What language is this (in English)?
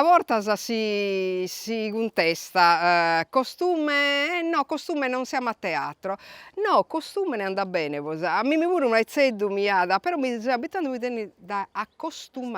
Sardinian